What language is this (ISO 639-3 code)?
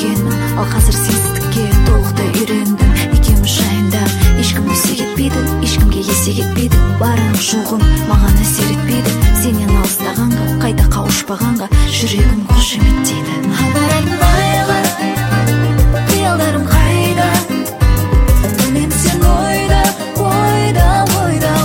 kaz